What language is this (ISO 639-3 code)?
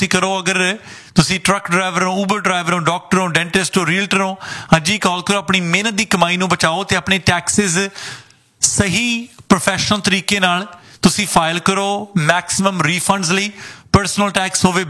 pan